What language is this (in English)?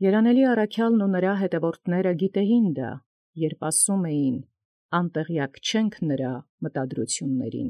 Armenian